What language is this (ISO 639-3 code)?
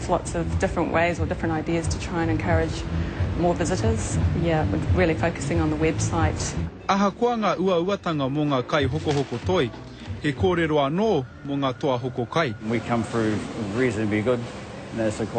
mri